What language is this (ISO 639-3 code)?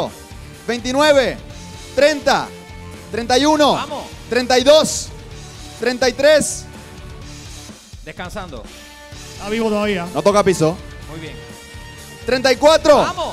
spa